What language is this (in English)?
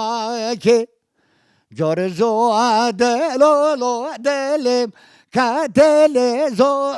Kurdish